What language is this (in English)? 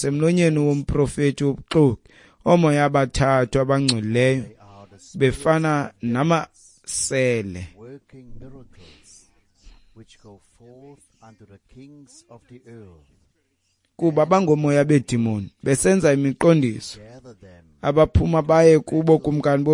Xhosa